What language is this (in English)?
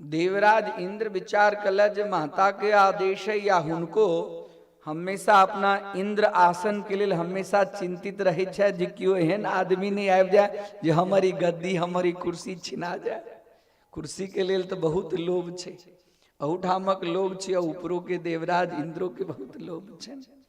Maithili